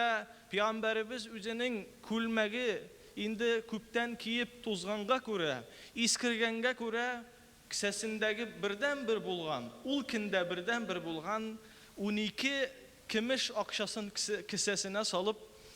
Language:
Tatar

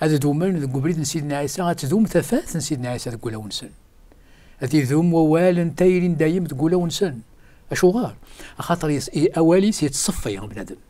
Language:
Kabyle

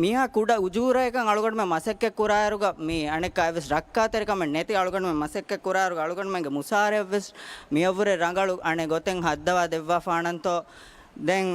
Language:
Divehi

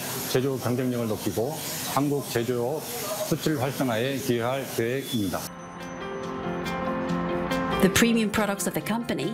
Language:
Korean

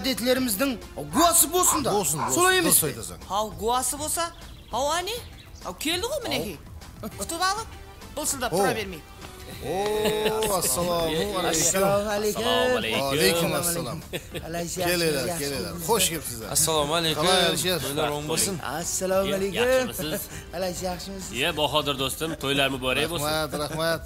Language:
Kara-Kalpak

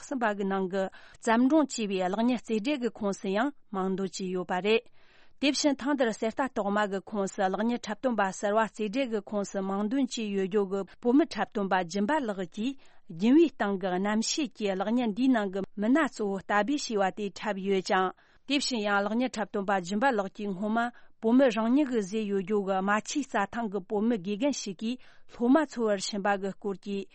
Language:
Tibetan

